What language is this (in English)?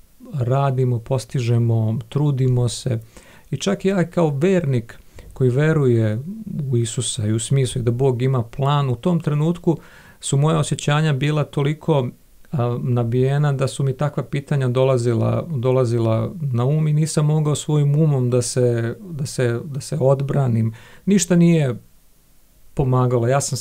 Serbian